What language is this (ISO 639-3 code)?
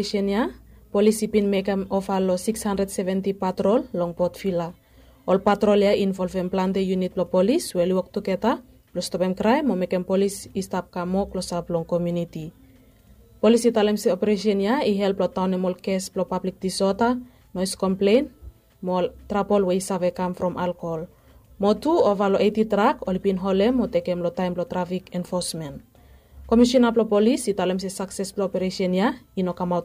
bis